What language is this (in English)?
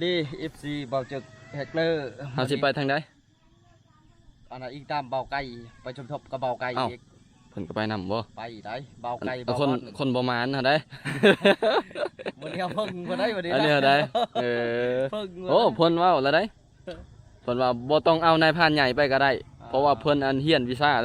Lao